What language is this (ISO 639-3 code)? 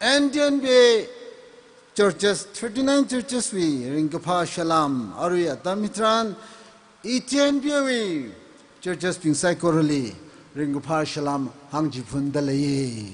nmf